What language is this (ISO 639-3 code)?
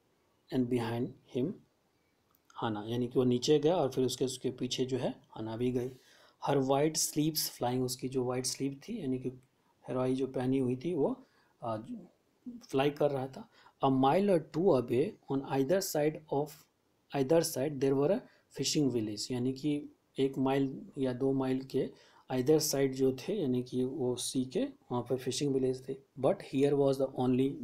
hin